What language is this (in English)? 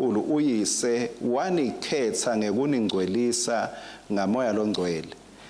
Swati